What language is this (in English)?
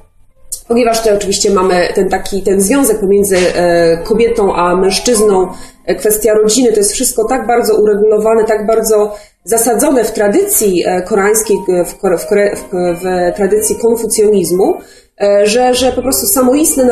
Polish